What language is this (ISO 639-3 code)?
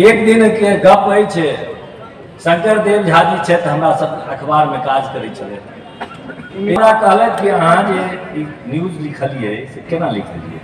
mai